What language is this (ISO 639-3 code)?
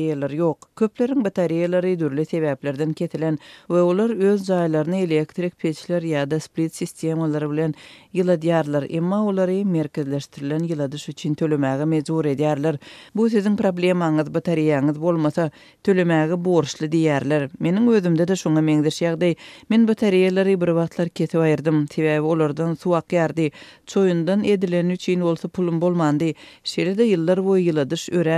tuk